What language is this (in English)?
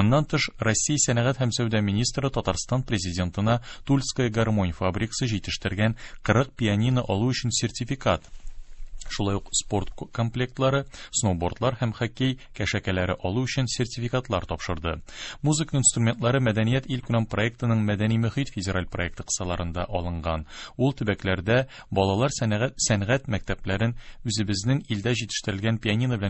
Tatar